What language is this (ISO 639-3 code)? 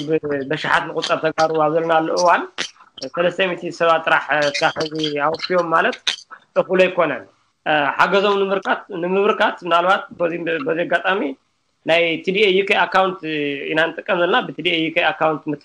tir